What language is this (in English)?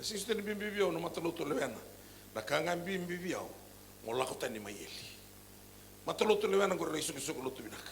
Fijian